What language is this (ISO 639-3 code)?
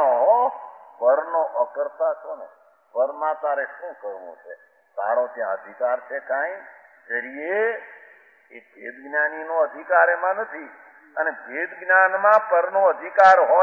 guj